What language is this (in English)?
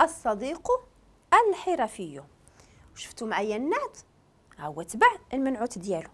Moroccan Arabic